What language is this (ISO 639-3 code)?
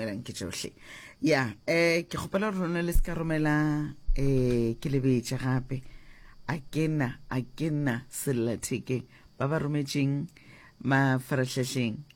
nso